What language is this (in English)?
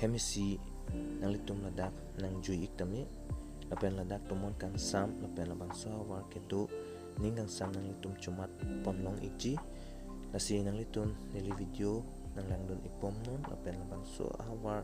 Karbi